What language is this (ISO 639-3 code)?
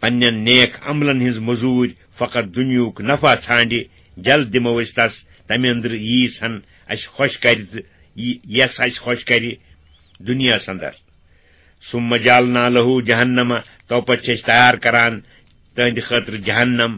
kas